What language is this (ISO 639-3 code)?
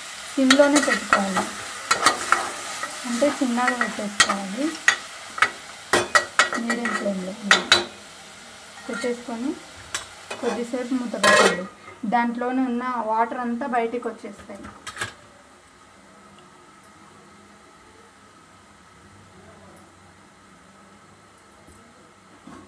tel